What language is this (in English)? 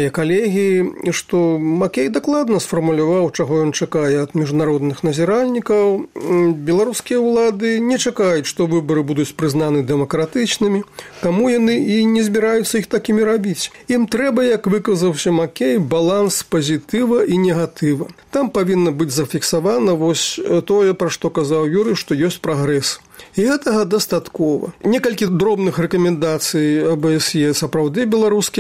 Belarusian